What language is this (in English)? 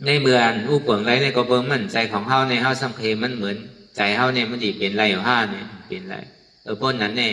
Shan